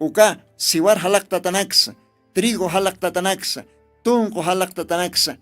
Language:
Aymara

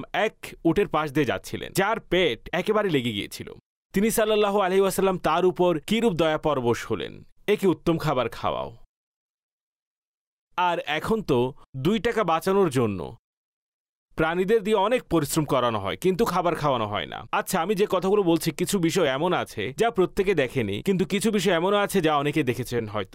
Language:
Bangla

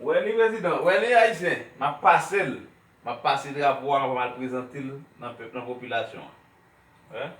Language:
Haitian Creole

